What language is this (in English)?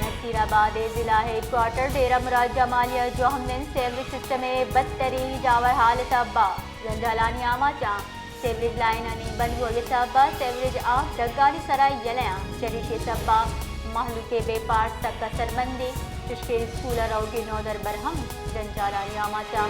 Baluchi